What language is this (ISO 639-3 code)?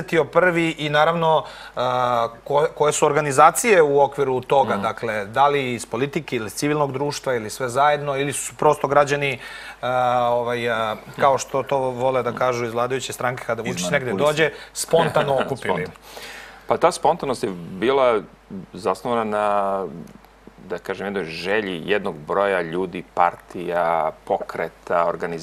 srp